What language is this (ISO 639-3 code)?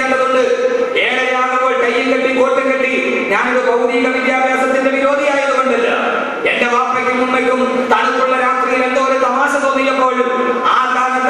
mal